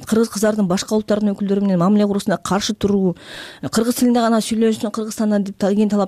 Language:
Kyrgyz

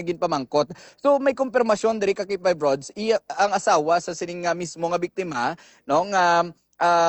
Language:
Hiligaynon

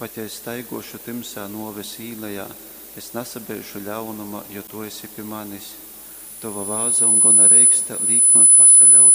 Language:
Latgalian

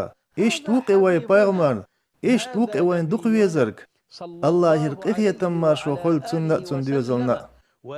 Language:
Chechen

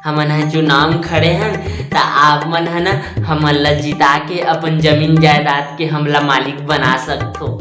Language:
Chhattisgarhi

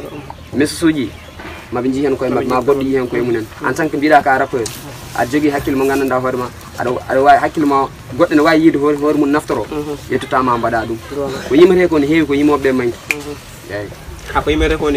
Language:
Pular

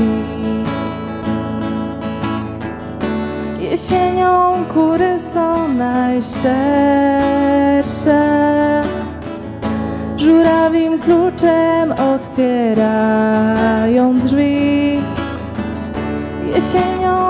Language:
Polish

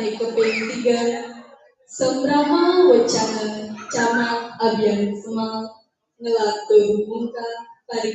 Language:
Balinese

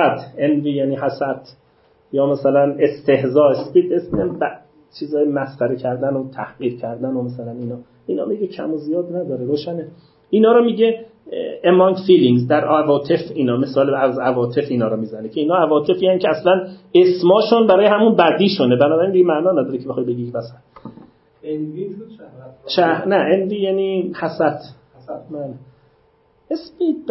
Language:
Persian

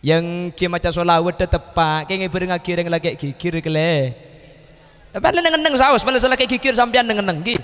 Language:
Madurese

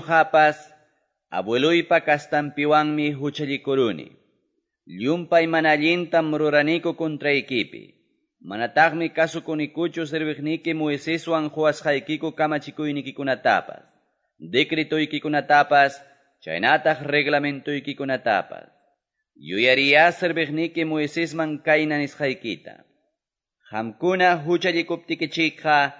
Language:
Ayacucho Quechua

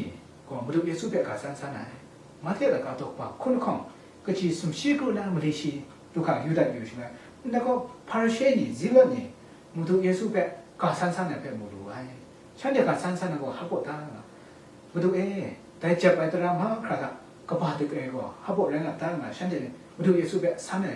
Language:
Kachin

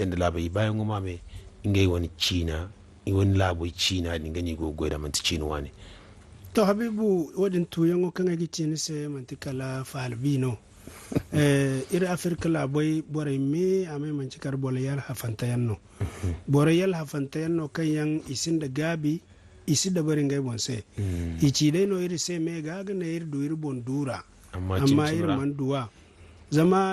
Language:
Zarma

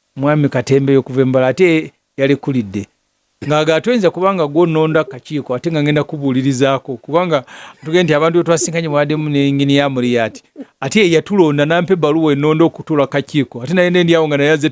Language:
Ganda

